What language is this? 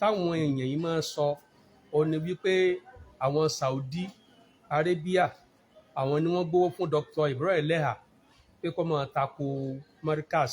Yoruba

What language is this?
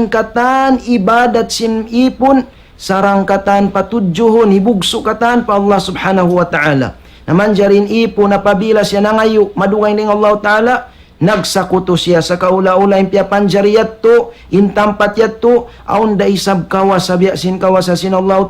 Tausug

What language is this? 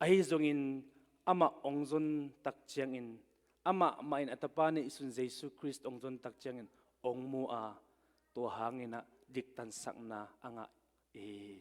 Tedim Chin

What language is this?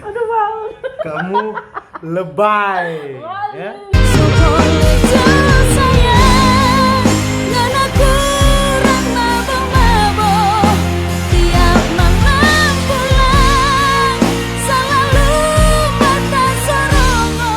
Manado Malay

